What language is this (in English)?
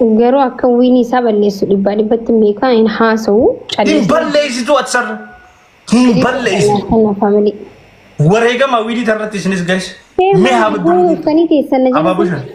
Oromo